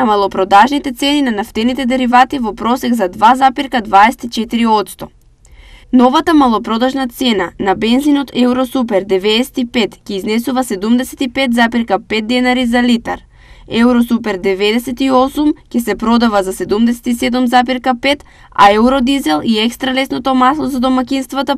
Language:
Macedonian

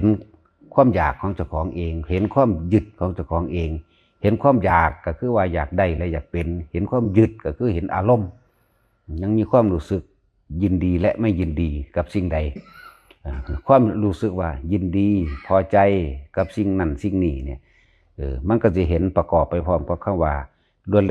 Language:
Northeastern Thai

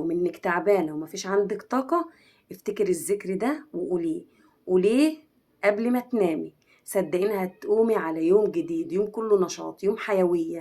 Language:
Egyptian Arabic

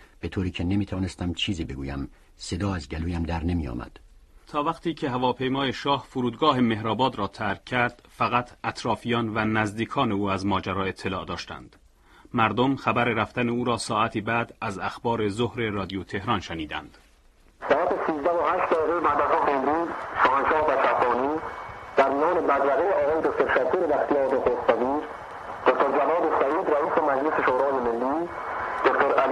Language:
Persian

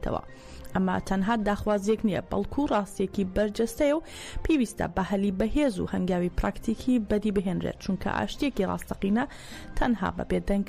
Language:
Central Kurdish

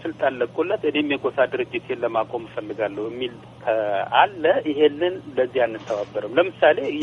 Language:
Amharic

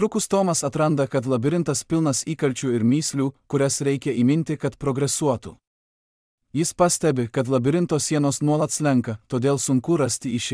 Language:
Lithuanian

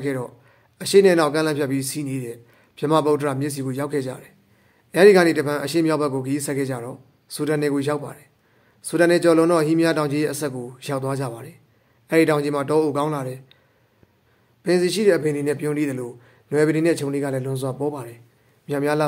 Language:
Burmese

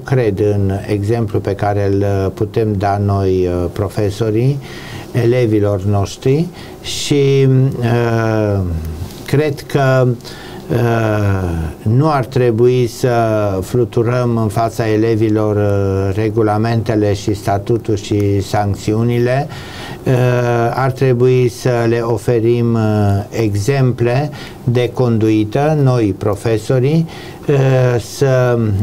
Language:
Romanian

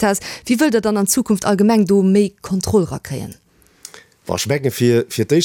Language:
Luxembourgish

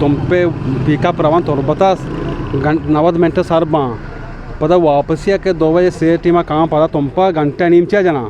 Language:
Eastern Balochi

